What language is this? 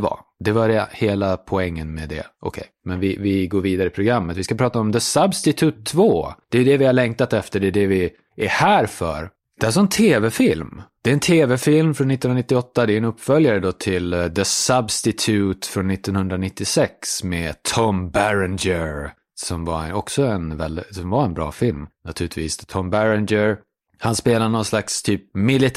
Swedish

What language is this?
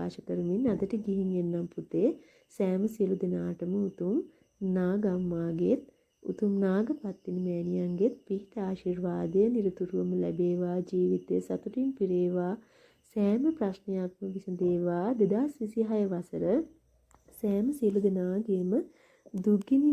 Sinhala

